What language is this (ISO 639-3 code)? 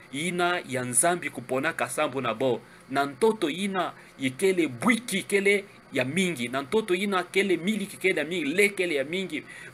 ktu